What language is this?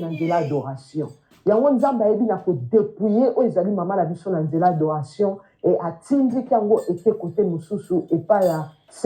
Lingala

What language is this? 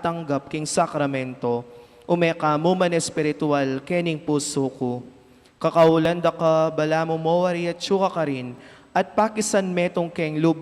Pampanga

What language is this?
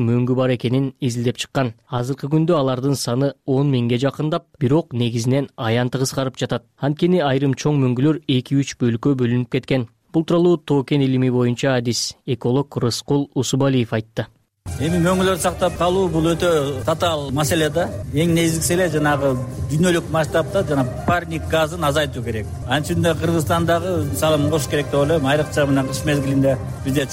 Kyrgyz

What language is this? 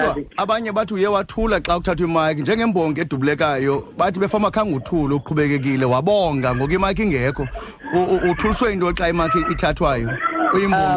Xhosa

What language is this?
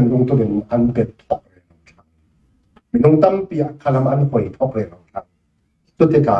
Falam Chin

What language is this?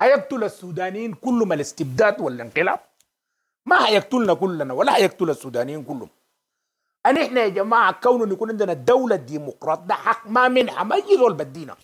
Sudanese Arabic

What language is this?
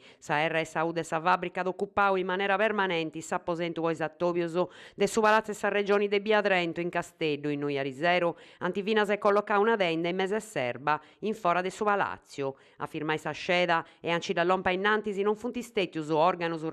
Sardinian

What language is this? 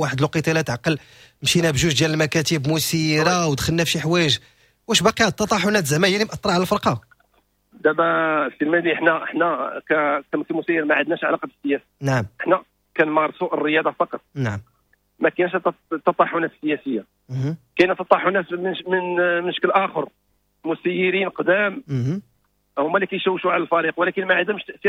Moroccan Arabic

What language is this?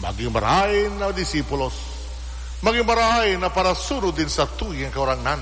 Bikol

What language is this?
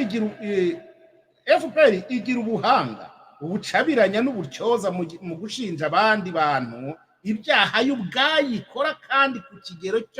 Kinyarwanda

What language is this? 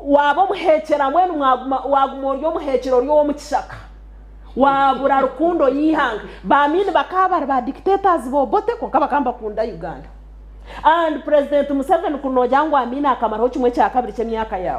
Nyankole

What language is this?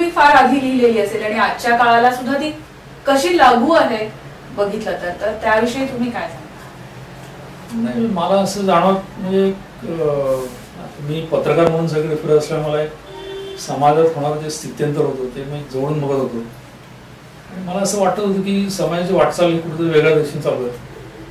Marathi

